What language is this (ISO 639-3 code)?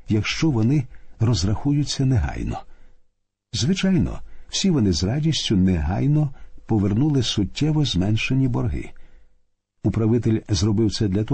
ukr